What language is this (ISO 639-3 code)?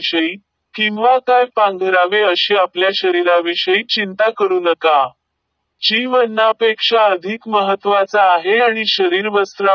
mar